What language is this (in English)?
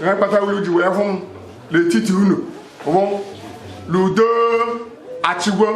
Igbo